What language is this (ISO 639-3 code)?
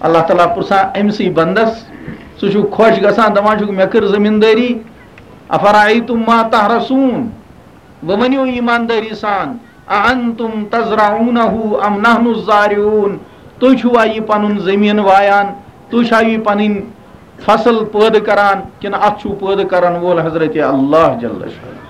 kas